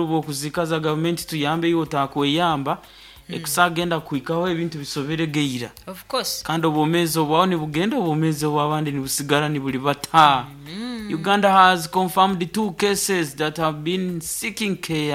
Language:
Nyoro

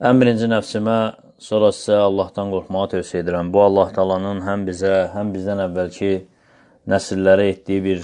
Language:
Azerbaijani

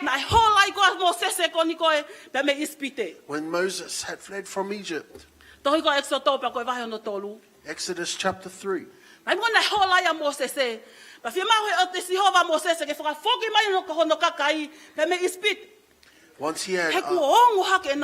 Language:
Tongan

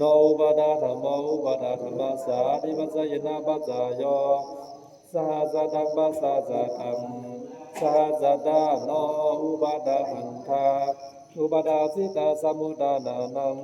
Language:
Pali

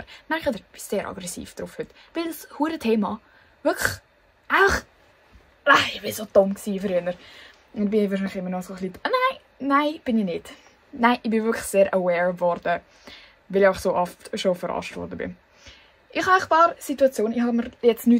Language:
Swiss German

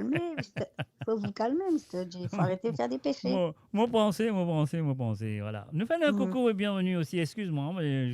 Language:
Morisyen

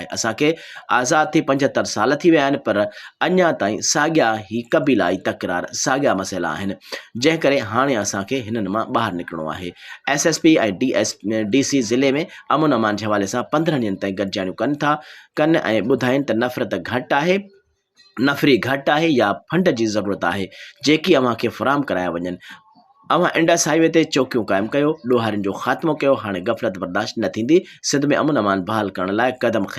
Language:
Sindhi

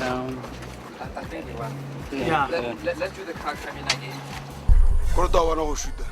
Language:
Tswana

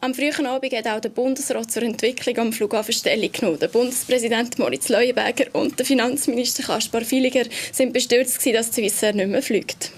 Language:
Swiss German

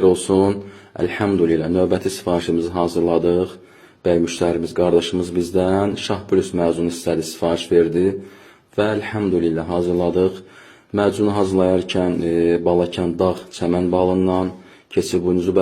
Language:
Azerbaijani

